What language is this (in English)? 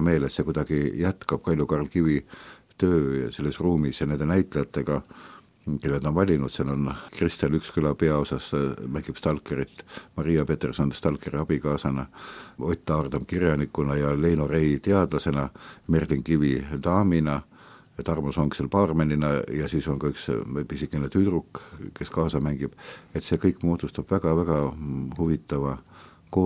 Estonian